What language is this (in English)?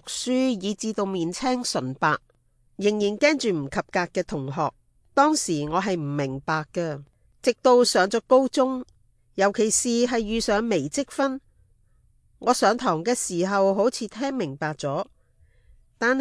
Cantonese